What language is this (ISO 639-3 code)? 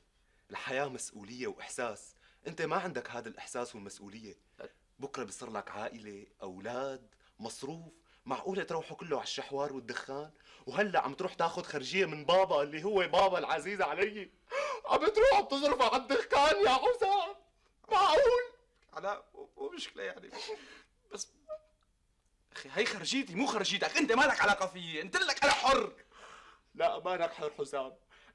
apc